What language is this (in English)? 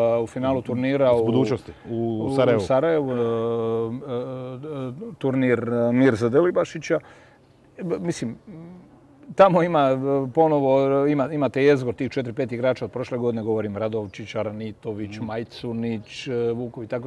Croatian